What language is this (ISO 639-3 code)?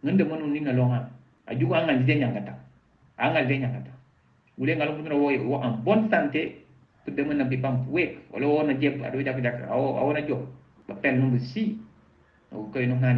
knf